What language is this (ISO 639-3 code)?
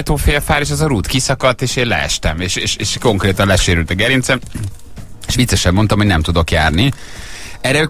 hun